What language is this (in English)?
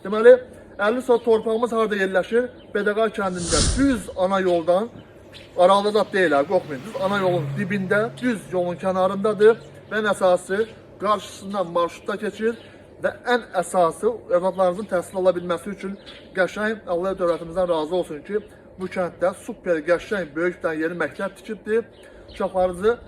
Azerbaijani